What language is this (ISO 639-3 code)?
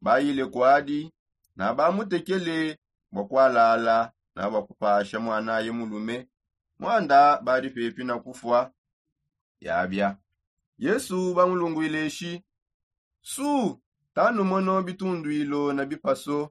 sop